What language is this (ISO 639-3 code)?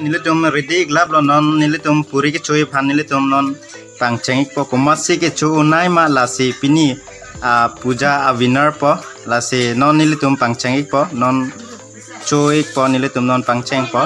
mjw